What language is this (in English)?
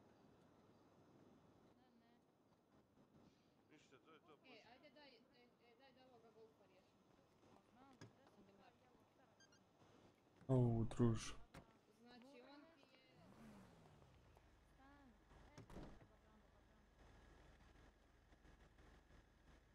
Croatian